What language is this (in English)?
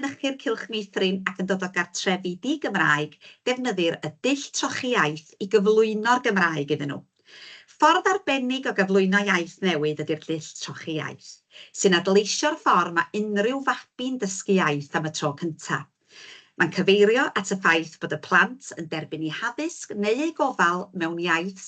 Welsh